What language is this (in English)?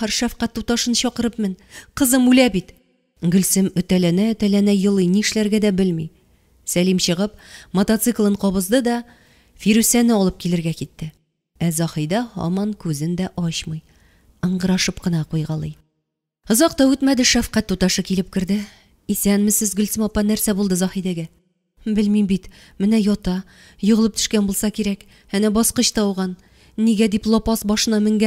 Tatar